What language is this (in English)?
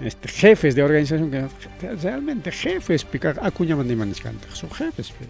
Ayacucho Quechua